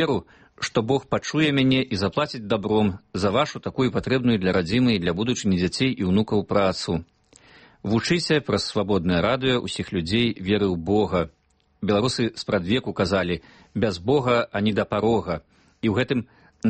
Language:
Belarusian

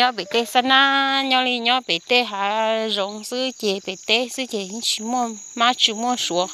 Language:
Hmong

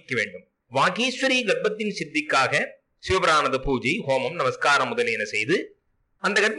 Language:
Tamil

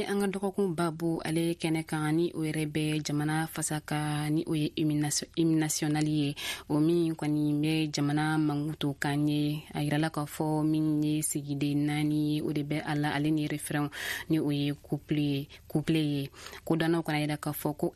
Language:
Bambara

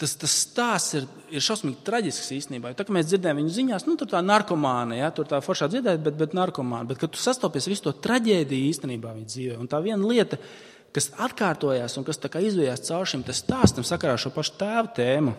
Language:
Latvian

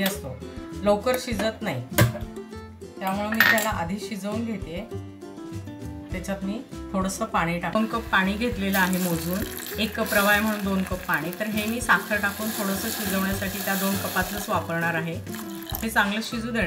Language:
Marathi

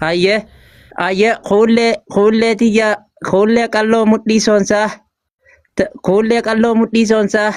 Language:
Oromo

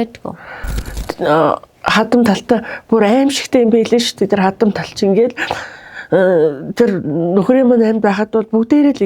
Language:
Mongolian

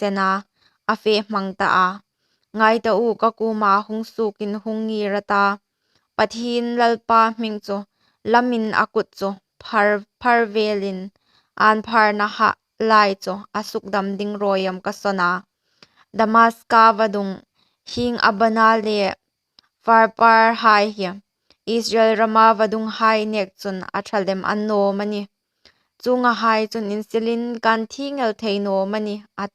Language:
Hmar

